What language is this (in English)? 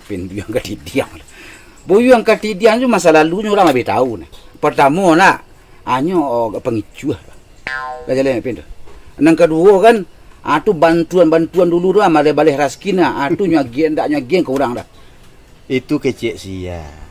Minangkabau